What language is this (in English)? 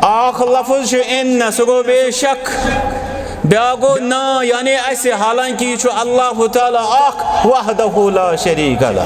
Kashmiri